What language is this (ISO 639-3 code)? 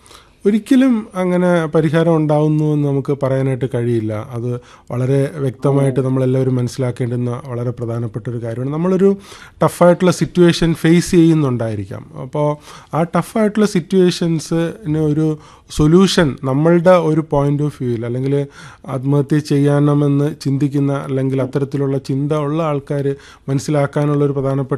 mal